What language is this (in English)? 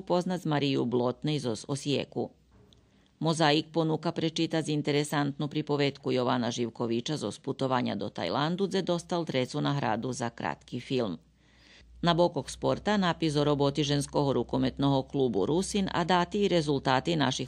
Rusyn